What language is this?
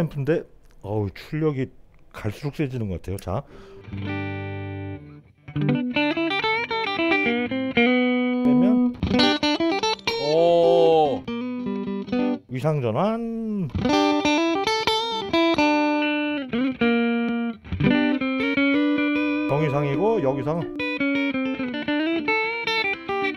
Korean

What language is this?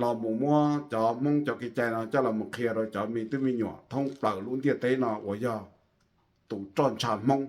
Hmong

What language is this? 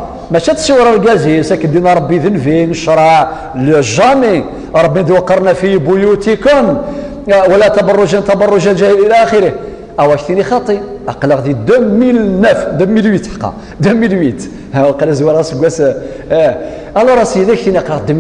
Kabyle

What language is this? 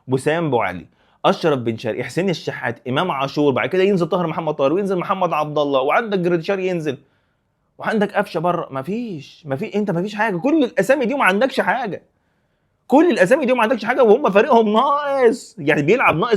Egyptian Arabic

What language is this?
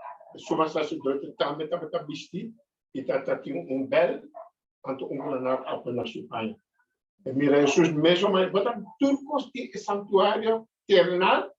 Papiamento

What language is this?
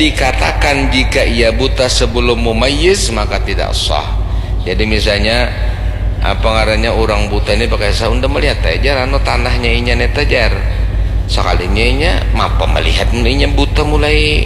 Banjar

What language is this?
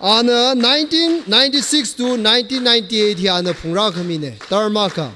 Tangkhul Naga (India)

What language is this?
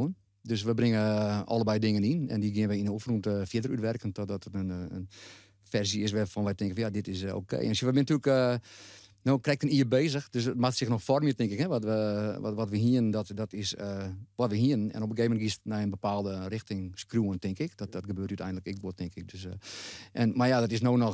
Western Frisian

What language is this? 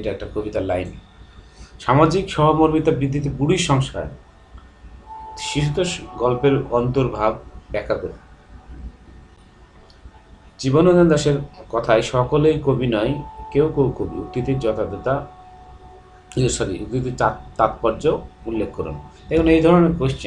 Bangla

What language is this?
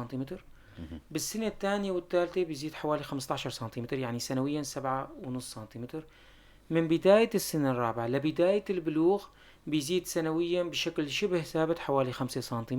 North Levantine Arabic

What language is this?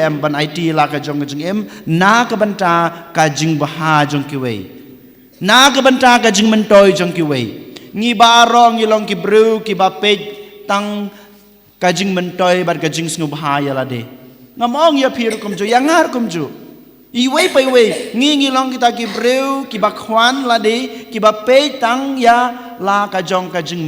Khasi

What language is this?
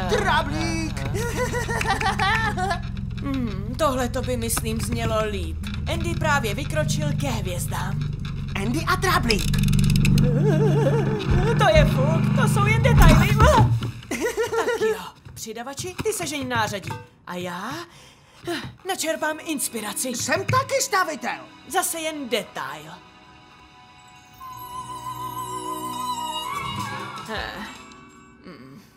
Czech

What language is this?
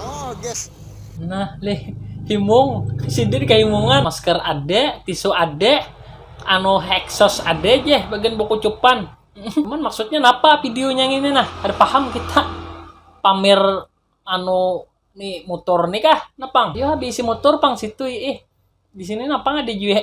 Banjar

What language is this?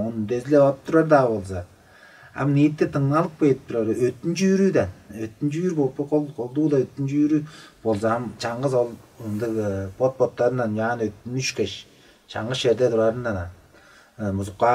Tuvinian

